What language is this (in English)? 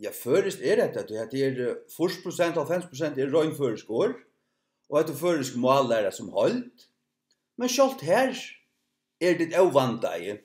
Faroese